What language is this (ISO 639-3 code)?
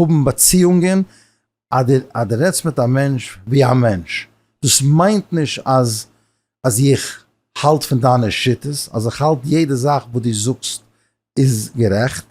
yid